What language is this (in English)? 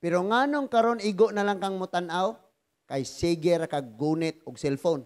Cebuano